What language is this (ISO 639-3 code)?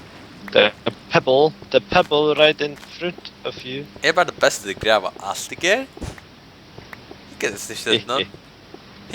fao